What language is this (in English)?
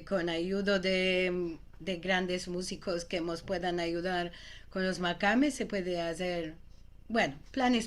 Ladino